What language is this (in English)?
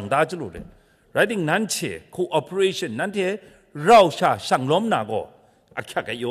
Kachin